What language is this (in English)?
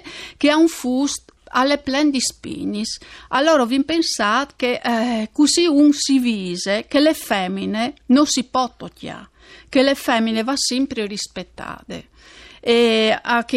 Friulian